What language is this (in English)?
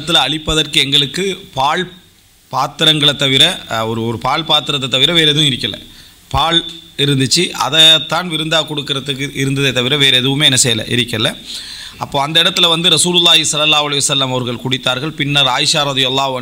Tamil